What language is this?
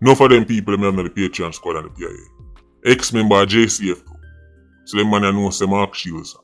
Jamaican Creole English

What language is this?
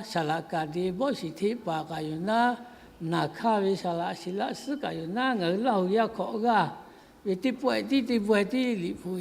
Lahu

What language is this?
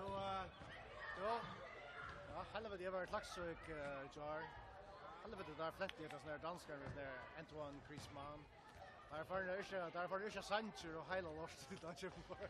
Faroese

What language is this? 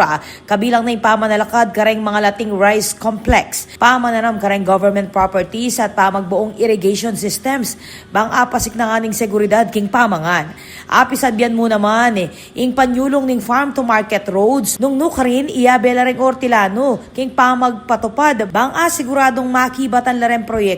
Pampanga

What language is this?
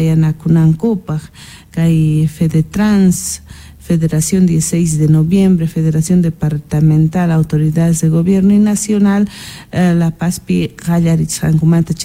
Quechua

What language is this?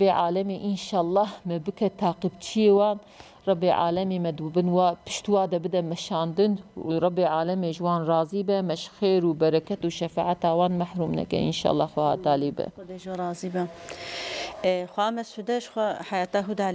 Kurdish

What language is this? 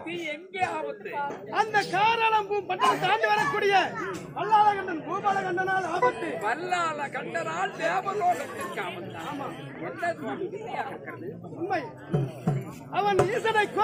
Tamil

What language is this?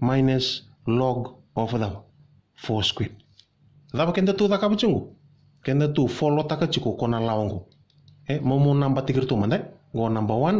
Fijian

